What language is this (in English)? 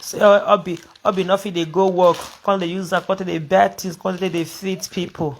Nigerian Pidgin